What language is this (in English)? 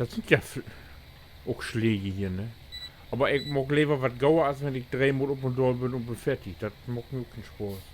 Low German